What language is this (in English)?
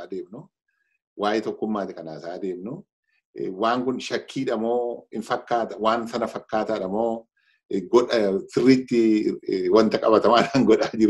Oromo